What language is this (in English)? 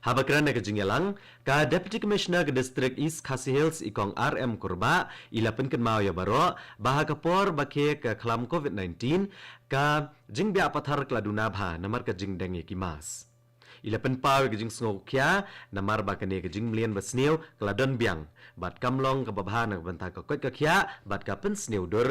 Khasi